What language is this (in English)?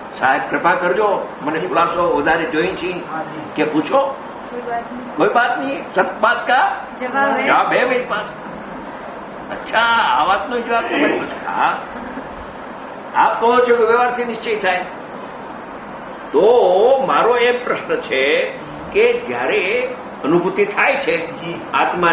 Gujarati